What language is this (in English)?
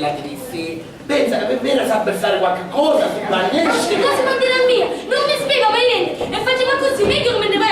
Sicilian